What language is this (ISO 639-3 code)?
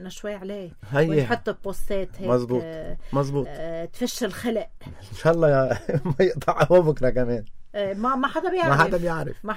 apc